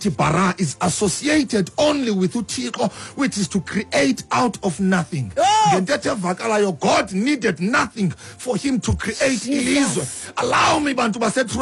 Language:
Xhosa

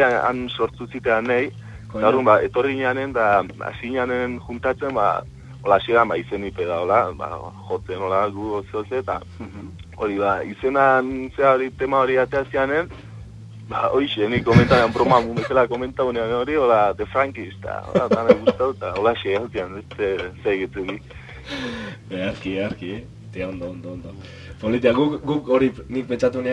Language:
Basque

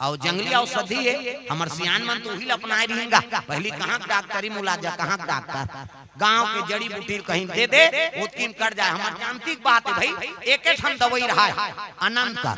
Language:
Chhattisgarhi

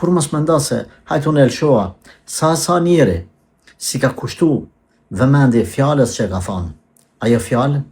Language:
Albanian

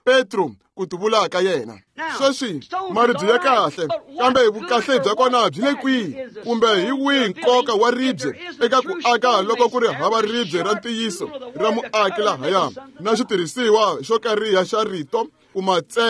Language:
Tsonga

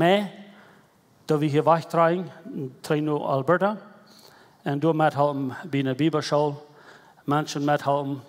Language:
Plautdietsch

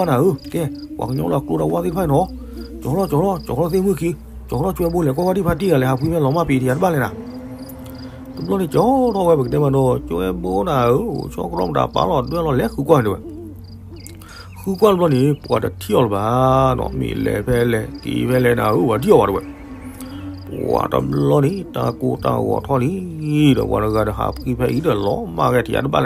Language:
S'gaw Karen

